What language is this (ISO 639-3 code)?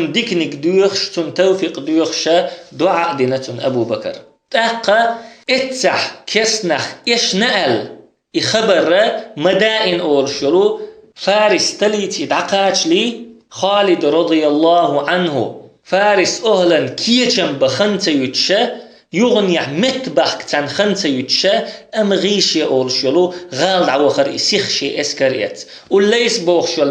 che